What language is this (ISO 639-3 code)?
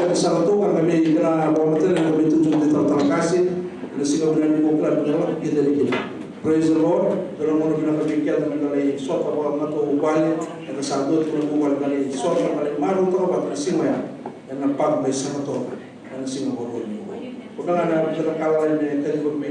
fij